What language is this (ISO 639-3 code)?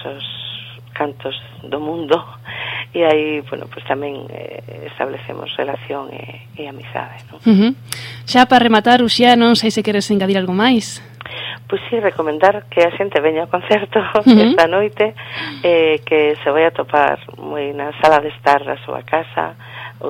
glg